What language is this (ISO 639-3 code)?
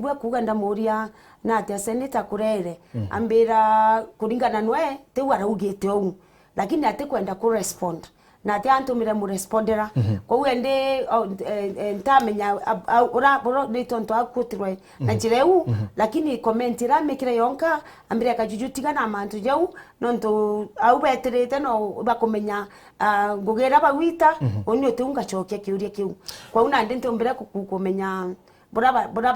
mer